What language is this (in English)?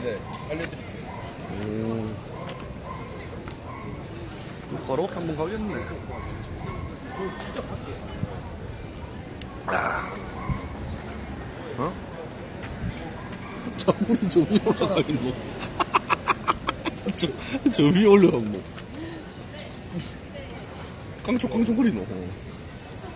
Korean